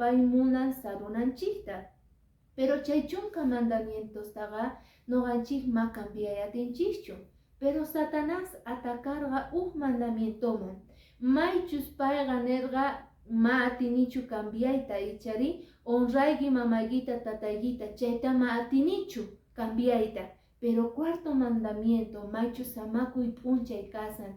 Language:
Quechua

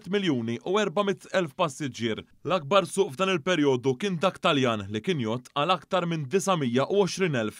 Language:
Maltese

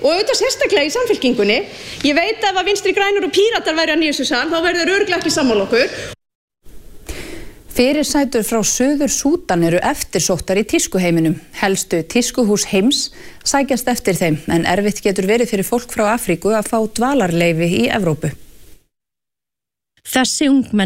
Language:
Icelandic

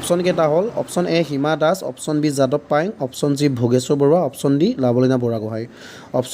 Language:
Assamese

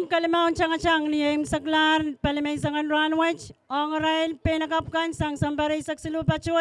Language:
Pohnpeian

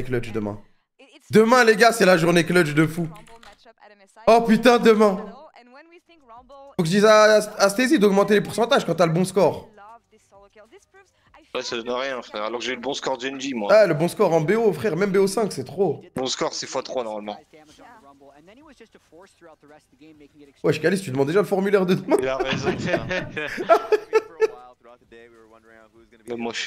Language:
French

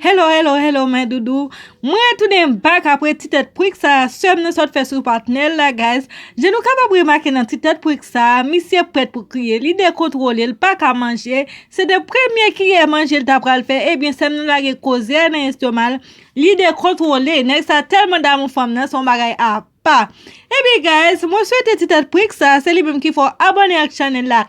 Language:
Haitian Creole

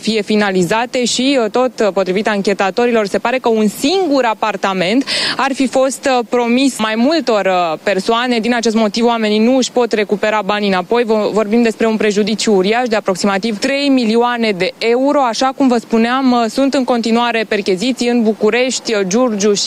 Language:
Romanian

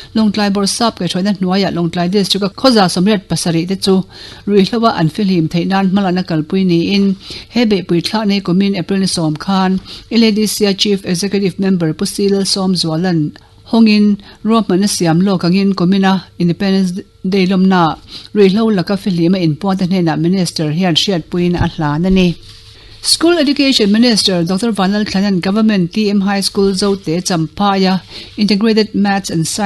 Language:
Mizo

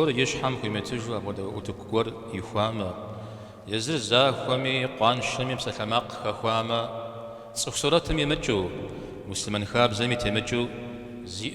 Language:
Kabardian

